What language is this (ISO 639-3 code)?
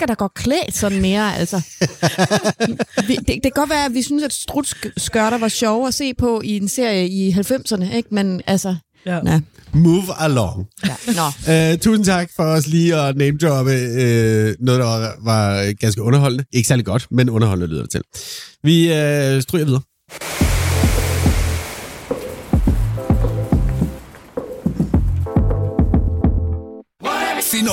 dan